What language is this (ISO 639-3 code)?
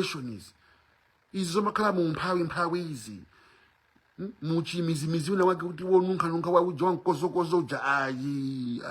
nya